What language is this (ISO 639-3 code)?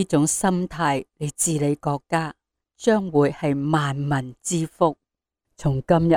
yue